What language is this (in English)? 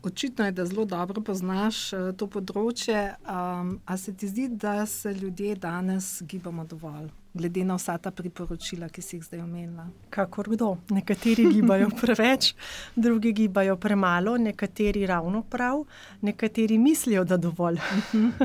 Slovenian